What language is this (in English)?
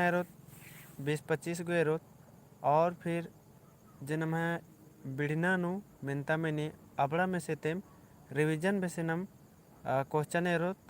Kurukh